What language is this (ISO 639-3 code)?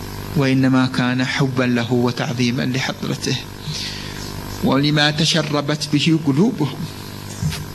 ara